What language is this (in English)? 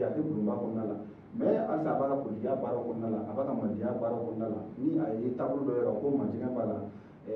Bambara